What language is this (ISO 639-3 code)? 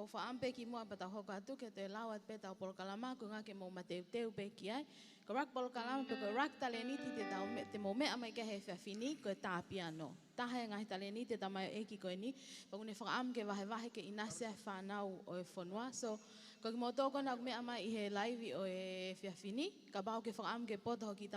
ton